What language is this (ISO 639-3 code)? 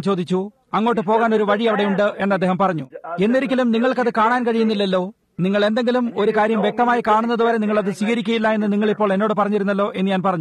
mal